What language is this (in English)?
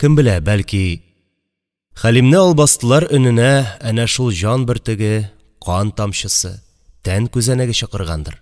Tatar